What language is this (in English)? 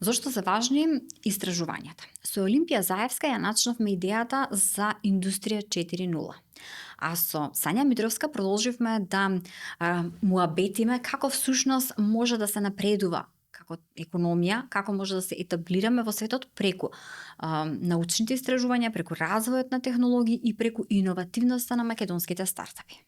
Macedonian